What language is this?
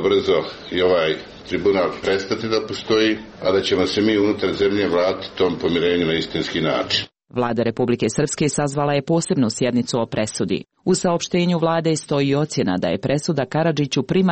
Serbian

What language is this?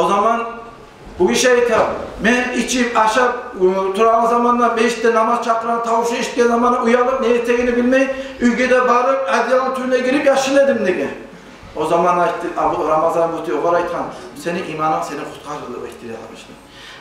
Kumyk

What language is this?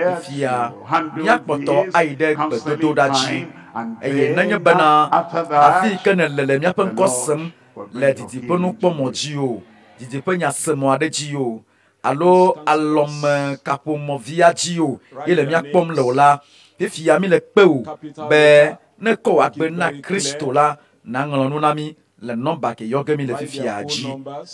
Ewe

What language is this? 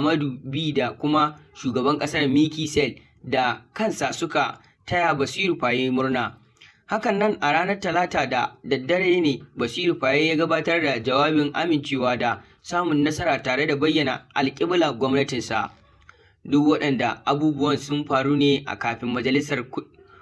Hausa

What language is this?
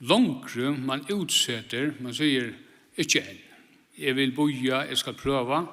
Faroese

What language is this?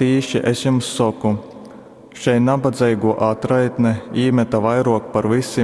Latgalian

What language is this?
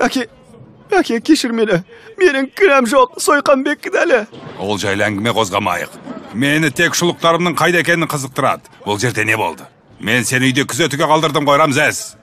Kazakh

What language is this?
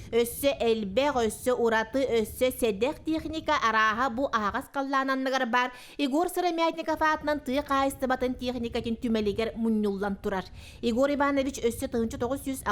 Yakut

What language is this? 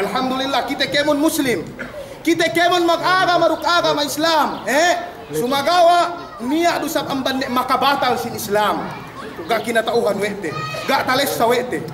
Yakan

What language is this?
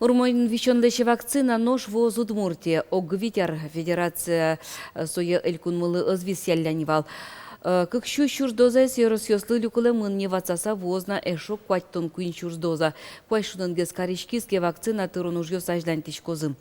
Udmurt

